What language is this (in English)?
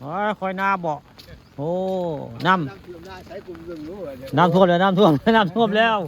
Northeastern Thai